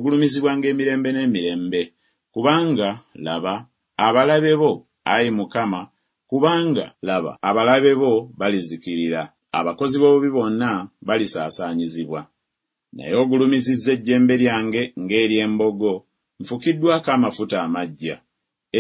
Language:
Ganda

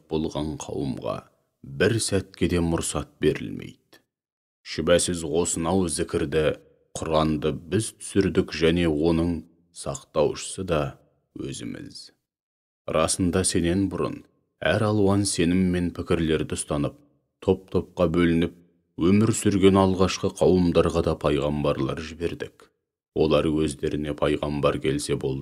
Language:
Kazakh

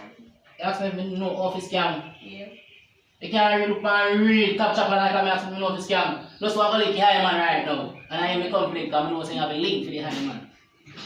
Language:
Jamaican Creole English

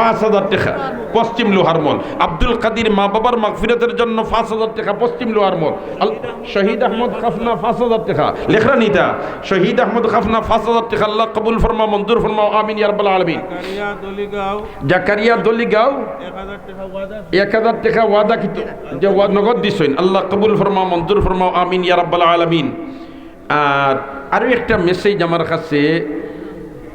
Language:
Sylheti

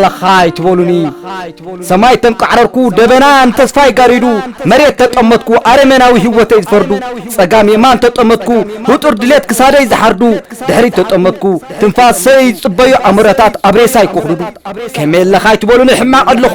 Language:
Tigrinya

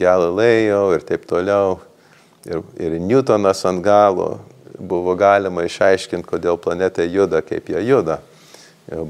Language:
Lithuanian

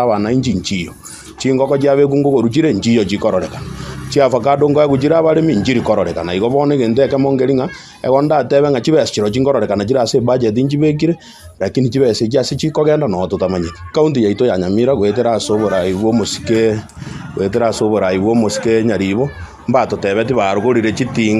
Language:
Gusii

